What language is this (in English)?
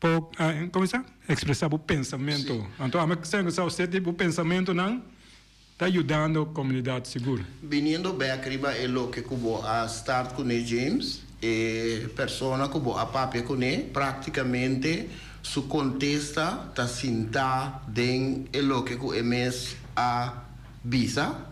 Papiamento